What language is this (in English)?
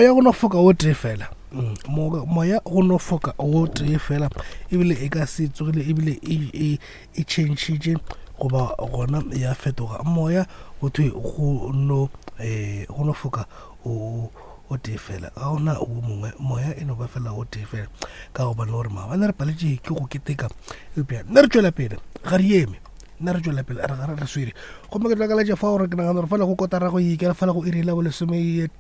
Northern Sotho